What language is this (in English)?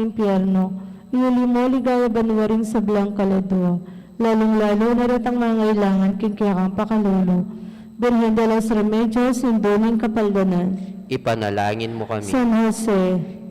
Pampanga